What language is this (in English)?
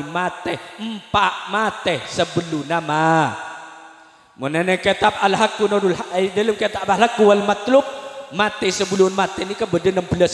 Madurese